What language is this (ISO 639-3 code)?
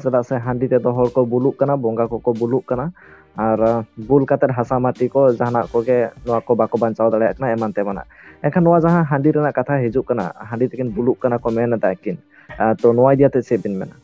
sat